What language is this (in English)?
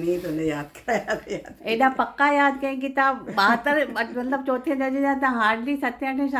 Sindhi